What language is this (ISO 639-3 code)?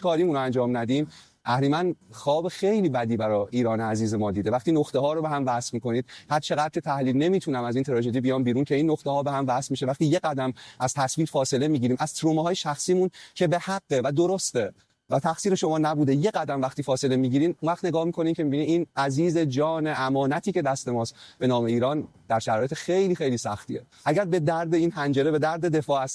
fas